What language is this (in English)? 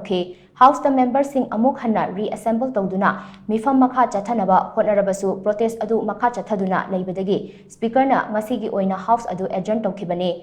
Manipuri